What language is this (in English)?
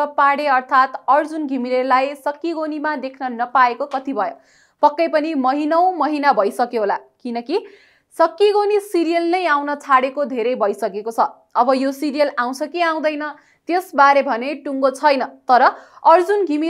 Nepali